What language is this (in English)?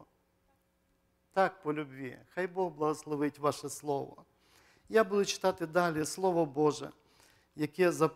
Ukrainian